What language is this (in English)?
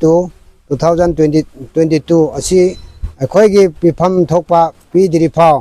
Rongmei Naga